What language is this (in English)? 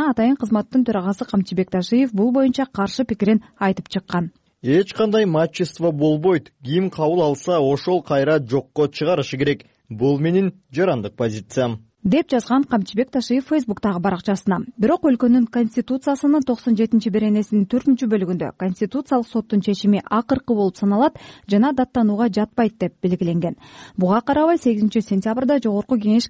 Kyrgyz